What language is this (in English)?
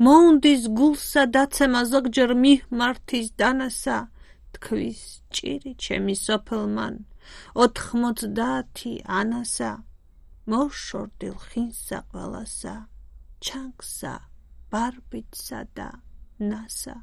Georgian